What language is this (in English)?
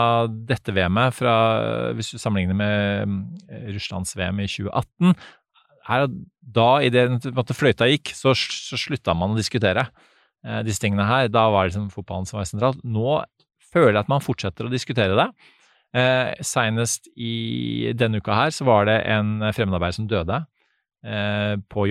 Norwegian